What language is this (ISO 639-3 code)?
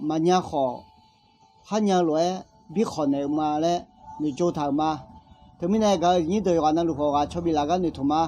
ahk